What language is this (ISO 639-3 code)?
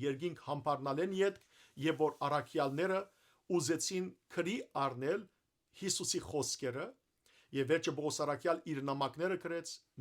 hyw